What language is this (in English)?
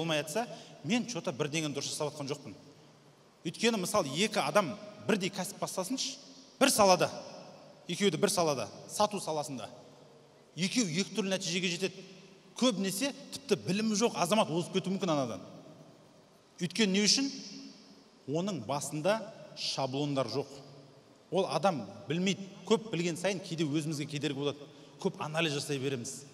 Kazakh